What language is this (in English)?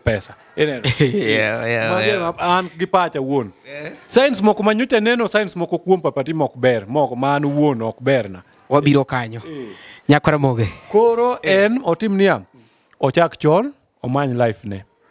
Luo (Kenya and Tanzania)